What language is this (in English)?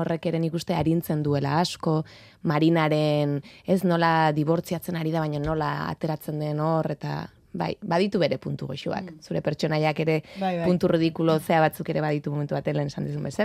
Basque